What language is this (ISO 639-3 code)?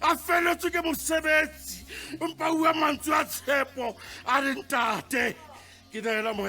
sot